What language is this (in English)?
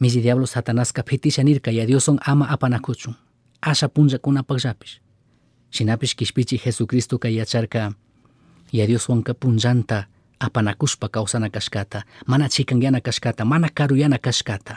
Chimborazo Highland Quichua